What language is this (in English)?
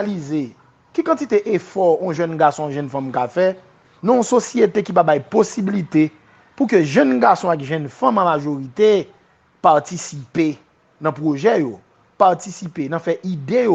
Haitian Creole